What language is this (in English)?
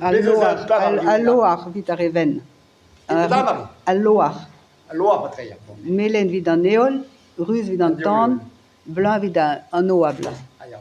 Breton